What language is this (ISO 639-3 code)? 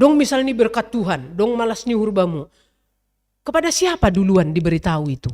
bts